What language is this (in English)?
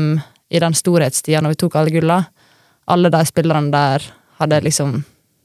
Norwegian